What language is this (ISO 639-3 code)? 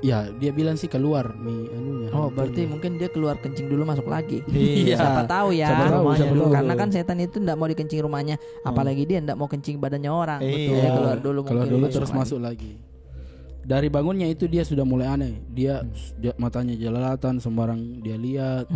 mfp